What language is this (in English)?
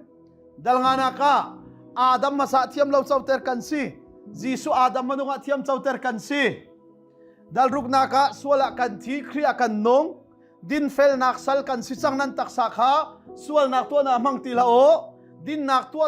Hakha Chin